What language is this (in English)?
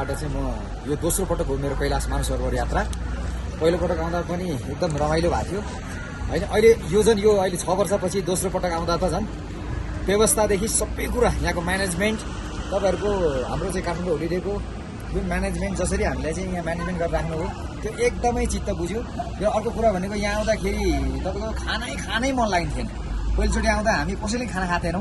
Nepali